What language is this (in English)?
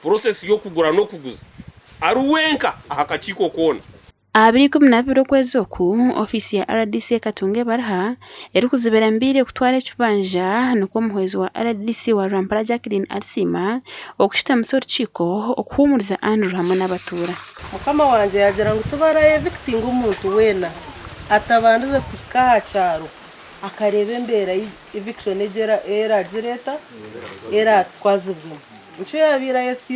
Nyankole